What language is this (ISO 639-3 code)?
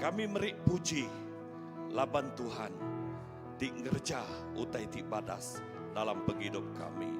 iba